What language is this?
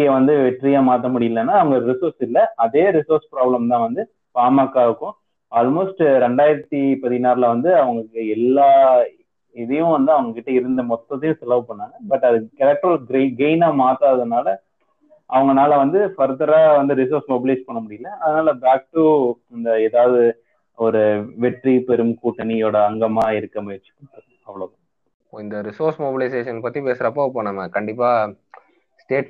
Tamil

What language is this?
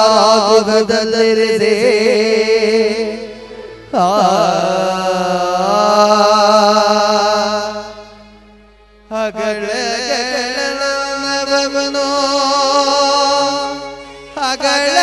Kannada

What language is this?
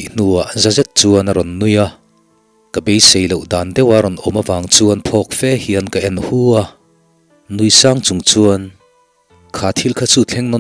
Mizo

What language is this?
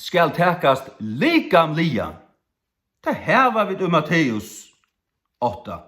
Faroese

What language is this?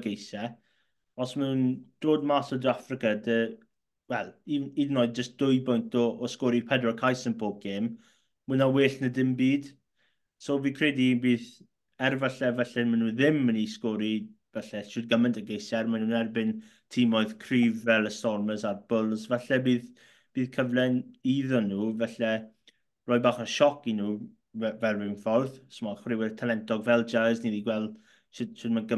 Welsh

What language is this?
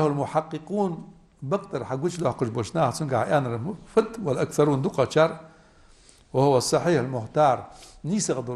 Ingush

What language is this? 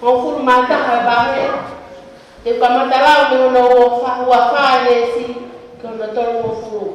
Tongan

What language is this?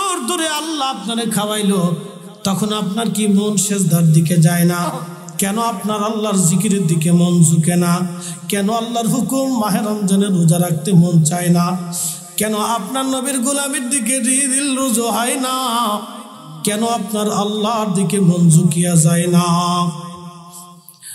Bangla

